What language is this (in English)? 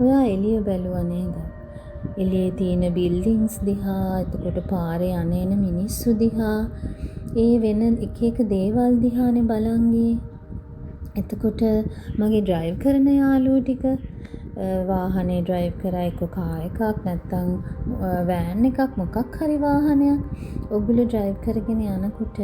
Sinhala